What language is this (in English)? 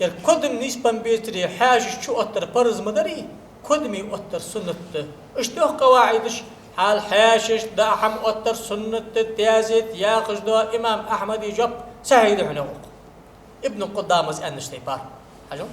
Ingush